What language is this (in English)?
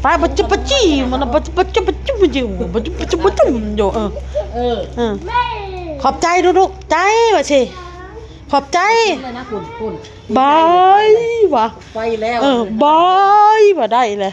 Northeastern Thai